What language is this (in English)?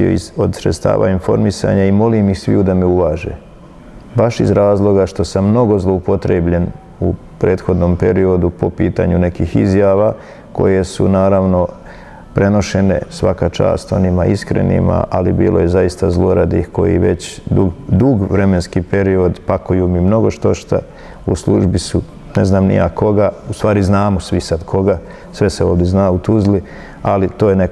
Bosnian